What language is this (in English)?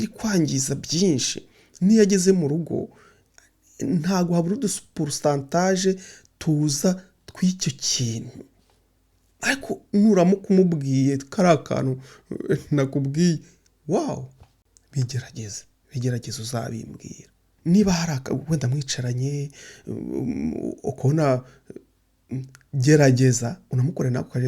Kinyarwanda